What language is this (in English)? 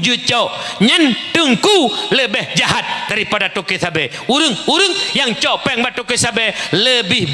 Achinese